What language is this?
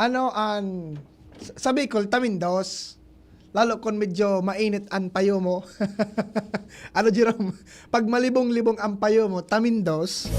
Bikol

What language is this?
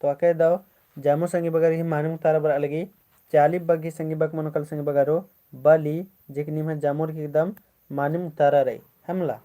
Kurukh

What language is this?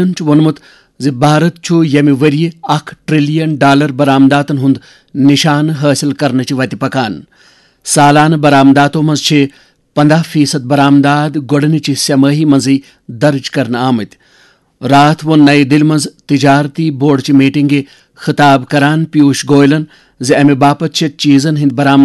Kashmiri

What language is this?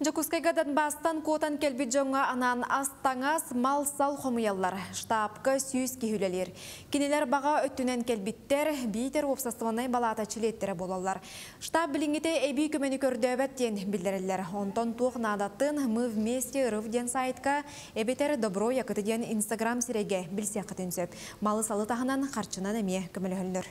Yakut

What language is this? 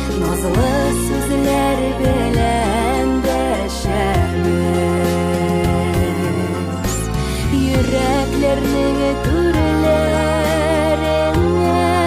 Bashkir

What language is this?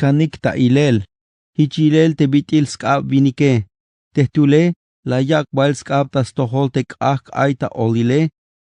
Tzeltal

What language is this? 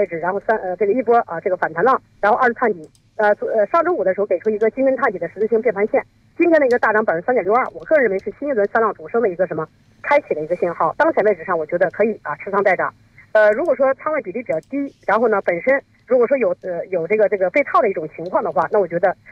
Chinese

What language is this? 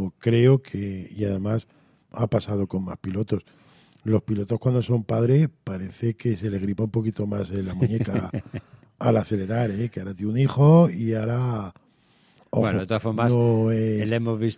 Spanish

